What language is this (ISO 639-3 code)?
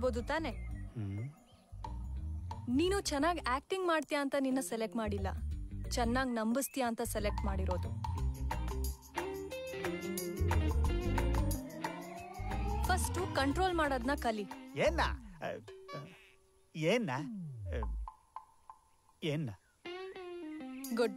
kan